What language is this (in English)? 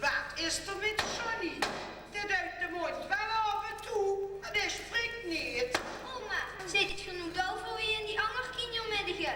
Limburgish